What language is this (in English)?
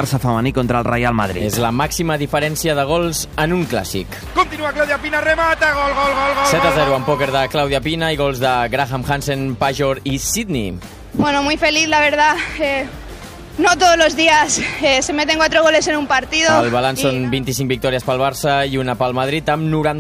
Catalan